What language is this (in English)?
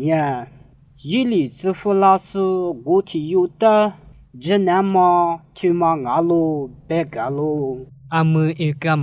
Lisu